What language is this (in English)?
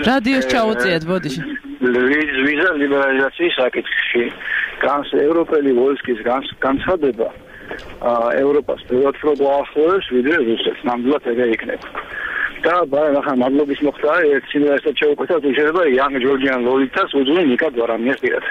Georgian